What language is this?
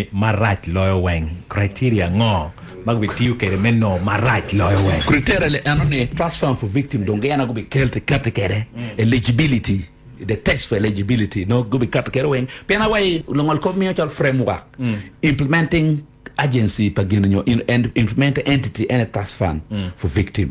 Acoli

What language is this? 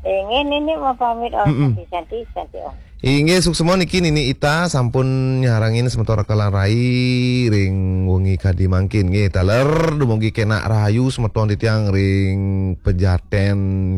Balinese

